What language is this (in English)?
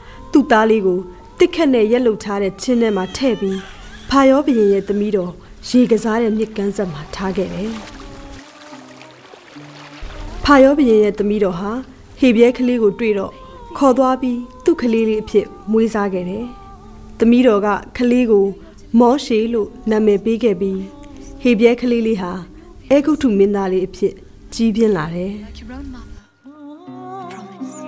Burmese